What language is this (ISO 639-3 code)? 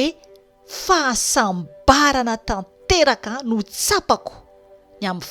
mlg